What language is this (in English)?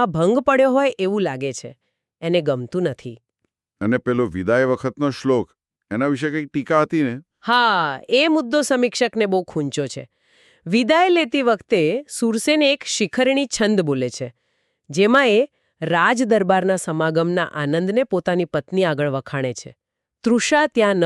Gujarati